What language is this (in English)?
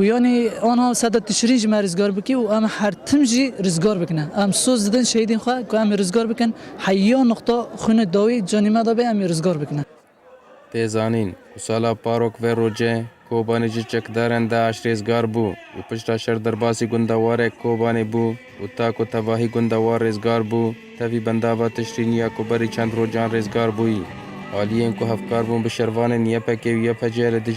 Kurdish